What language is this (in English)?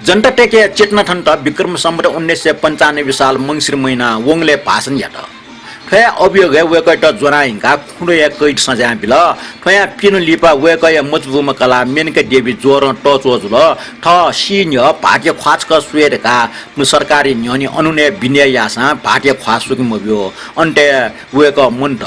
Newari